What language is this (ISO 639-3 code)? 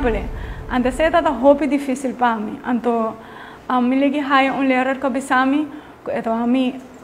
pap